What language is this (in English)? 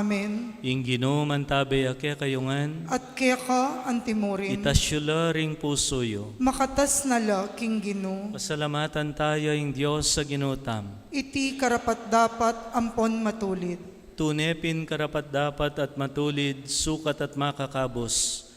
Pampanga